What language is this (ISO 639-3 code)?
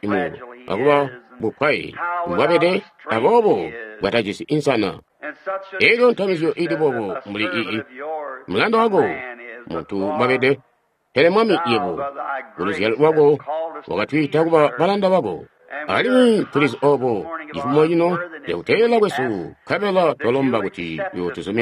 toi